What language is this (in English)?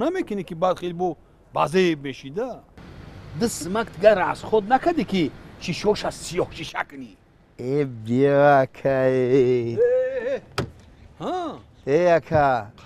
Tajik